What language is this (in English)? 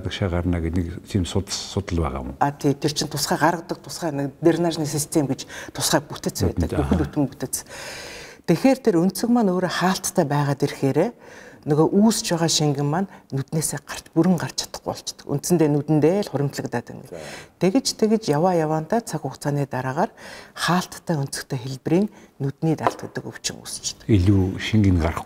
Mongolian